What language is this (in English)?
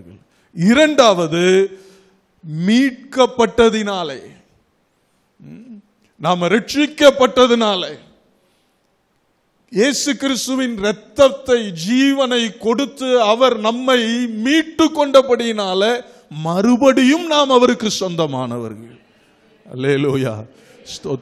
Tamil